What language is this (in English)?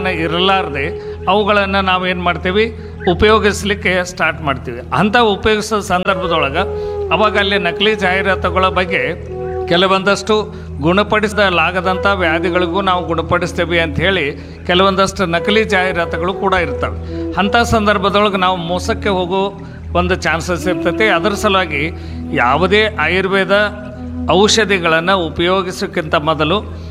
Kannada